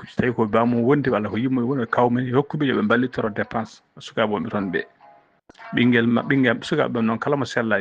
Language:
Fula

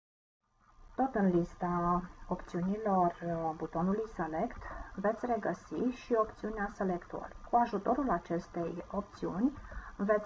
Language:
Romanian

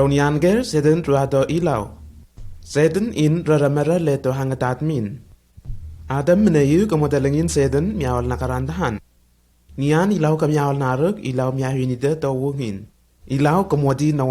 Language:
Lenakel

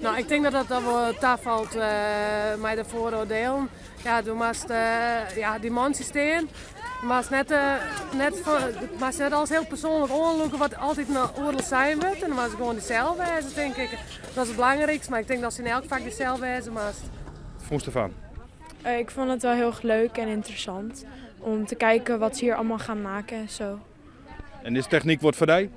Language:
Western Frisian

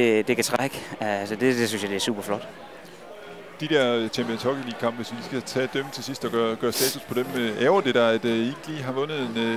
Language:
Danish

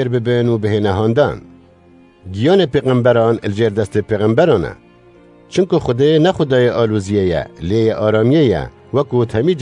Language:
Kurdish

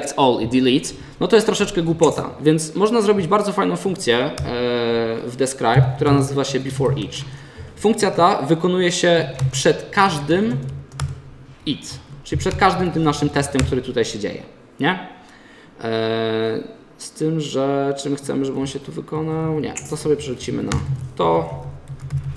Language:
Polish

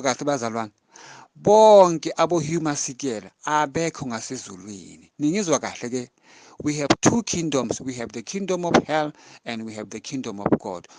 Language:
Zulu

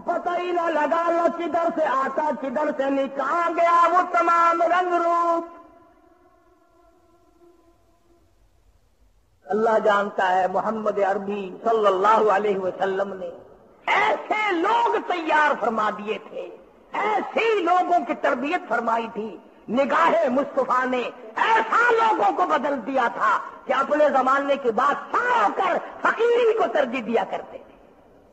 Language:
Urdu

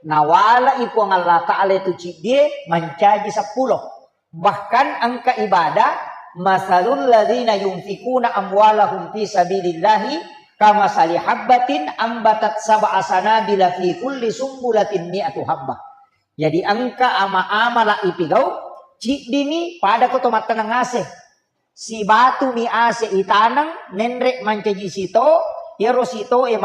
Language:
Buginese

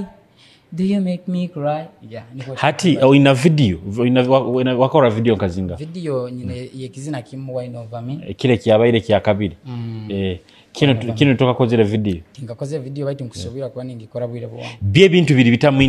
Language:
Nyoro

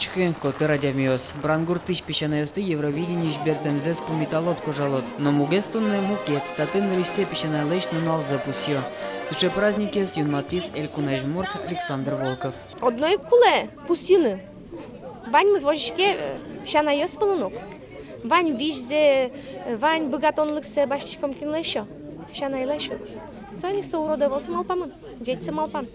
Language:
Udmurt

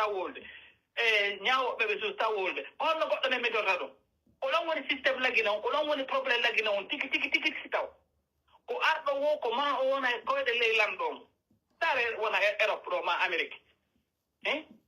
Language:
Pular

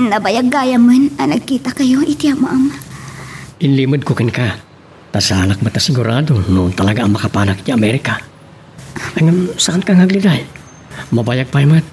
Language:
Iloko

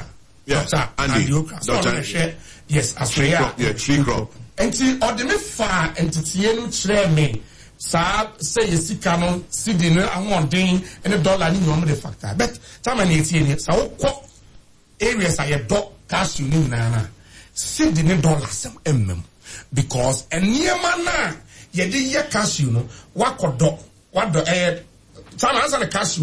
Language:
Akan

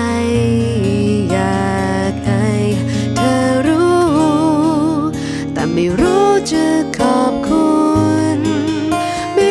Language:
Thai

